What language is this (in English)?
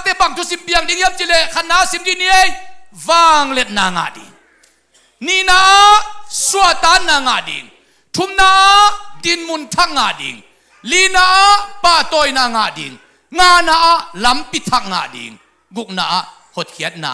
Tedim Chin